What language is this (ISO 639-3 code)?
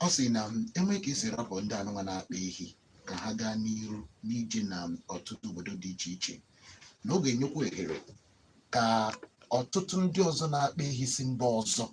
ibo